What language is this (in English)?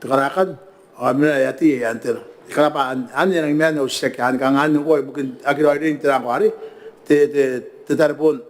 Gilbertese